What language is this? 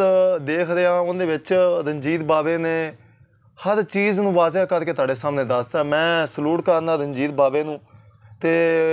Punjabi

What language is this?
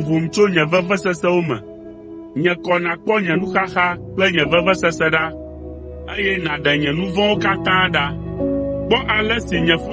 Ewe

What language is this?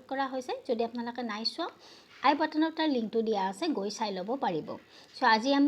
Assamese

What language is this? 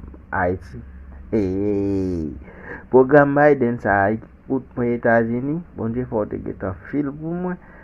Haitian Creole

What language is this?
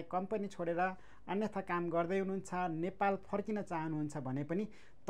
Nepali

